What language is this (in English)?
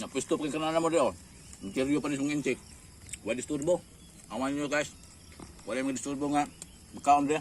Cebuano